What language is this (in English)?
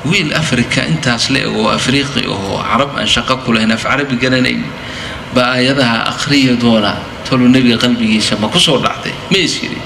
Somali